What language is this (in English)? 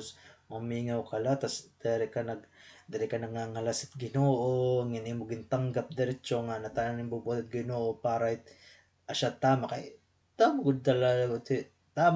Waray